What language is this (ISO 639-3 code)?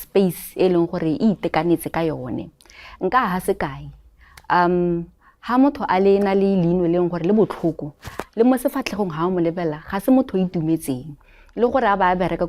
tsn